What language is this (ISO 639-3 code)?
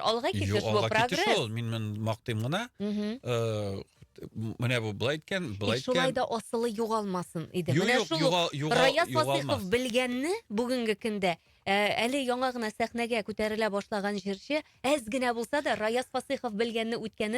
tat